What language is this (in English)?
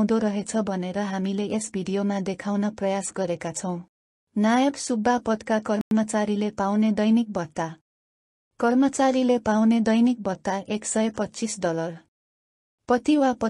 Nepali